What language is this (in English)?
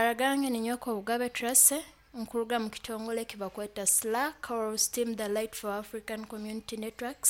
Nyoro